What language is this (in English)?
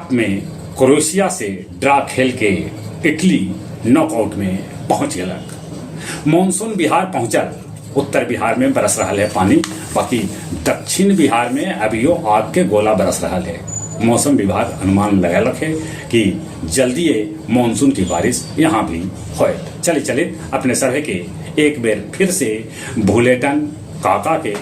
Magahi